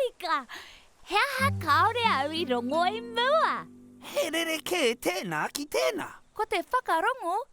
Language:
Māori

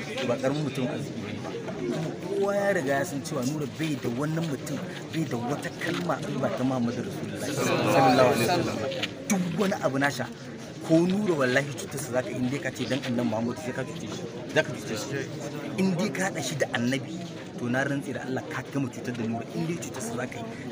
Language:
Hausa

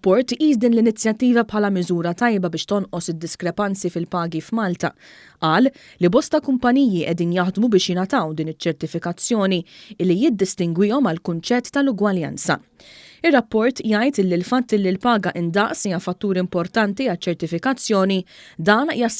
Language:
Maltese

